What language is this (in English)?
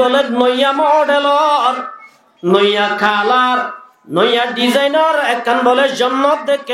Rohingya